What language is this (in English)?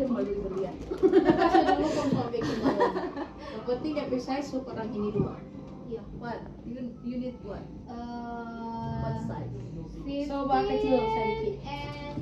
Manado Malay